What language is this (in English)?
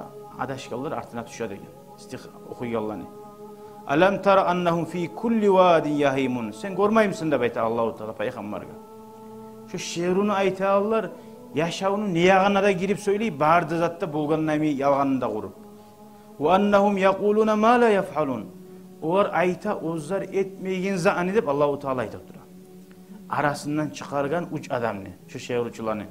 Kumyk